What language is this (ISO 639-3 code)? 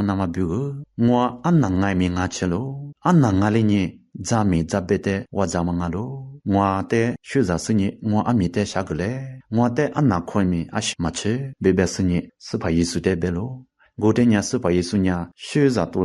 lis